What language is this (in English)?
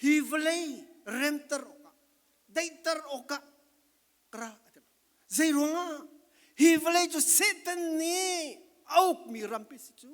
Falam Chin